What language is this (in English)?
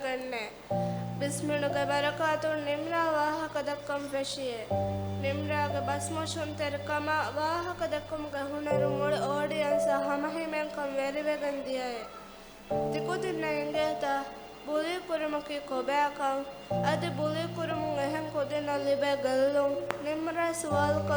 Divehi